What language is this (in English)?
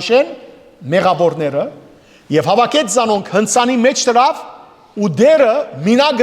Western Armenian